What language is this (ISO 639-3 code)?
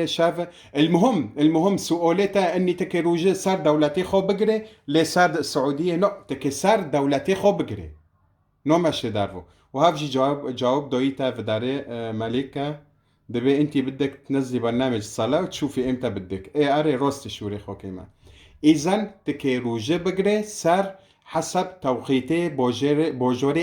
kur